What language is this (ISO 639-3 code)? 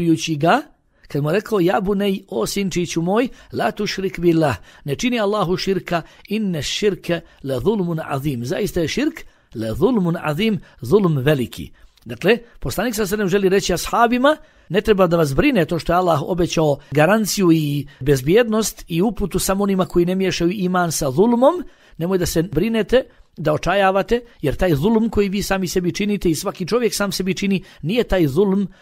bos